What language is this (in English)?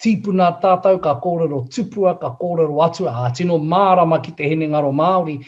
Māori